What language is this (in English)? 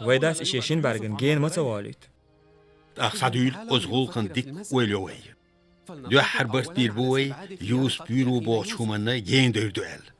Chechen